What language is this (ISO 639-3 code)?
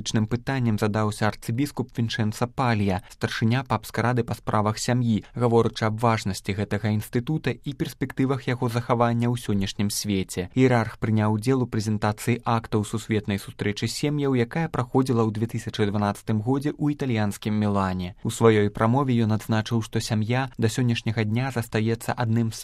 bel